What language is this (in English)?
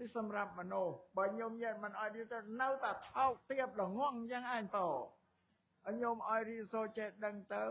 Khmer